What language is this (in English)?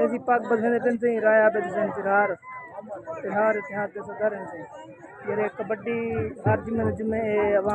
Saraiki